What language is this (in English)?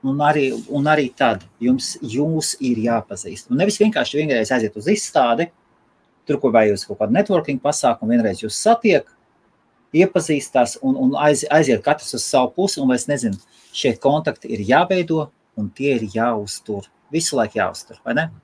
Latvian